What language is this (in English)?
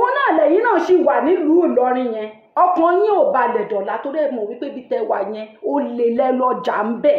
Yoruba